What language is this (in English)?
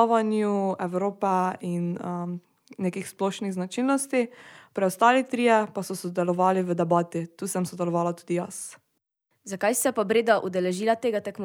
Slovenian